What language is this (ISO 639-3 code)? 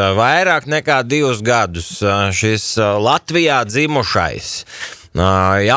lav